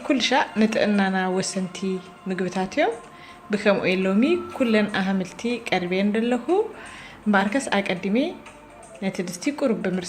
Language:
Tigrinya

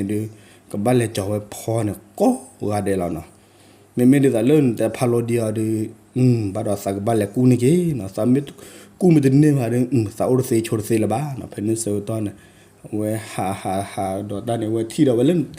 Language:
S'gaw Karen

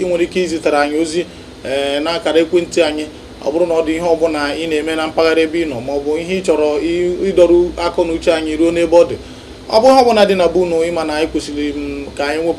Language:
Igbo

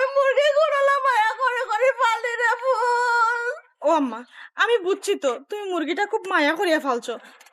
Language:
Sylheti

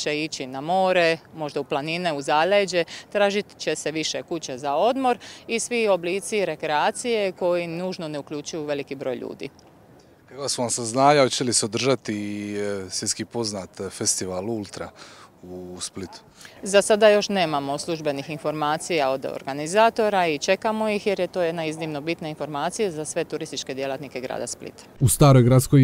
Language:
Croatian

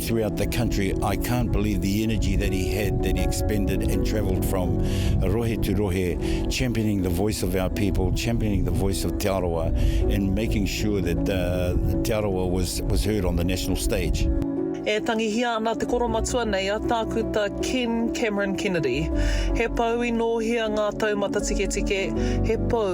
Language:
Māori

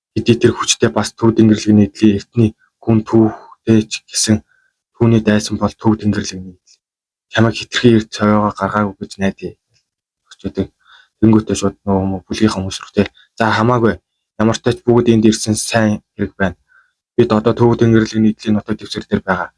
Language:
Mongolian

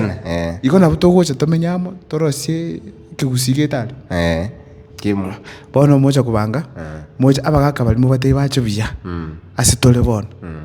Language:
Gusii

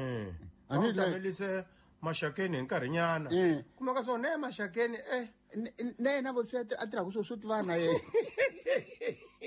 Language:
Tsonga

